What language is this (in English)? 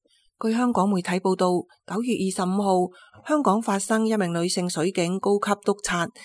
Cantonese